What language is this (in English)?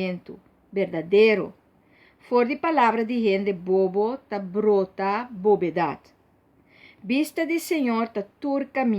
Papiamento